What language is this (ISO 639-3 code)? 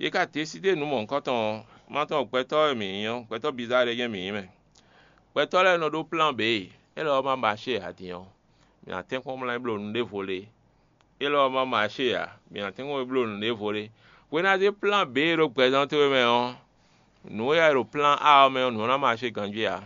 fon